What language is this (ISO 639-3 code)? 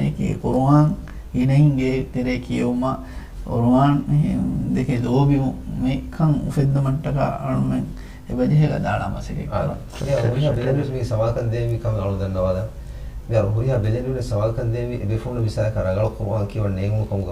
div